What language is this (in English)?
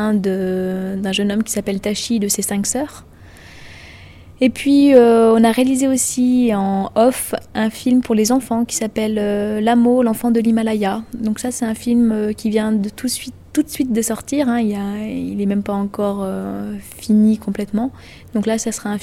French